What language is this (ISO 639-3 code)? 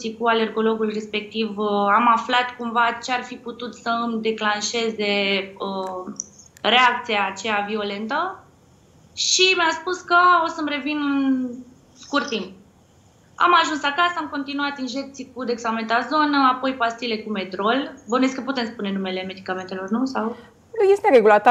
ron